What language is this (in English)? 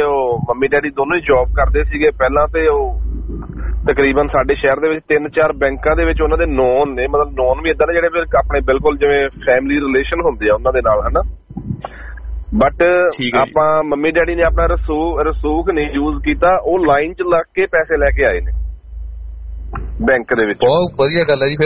Punjabi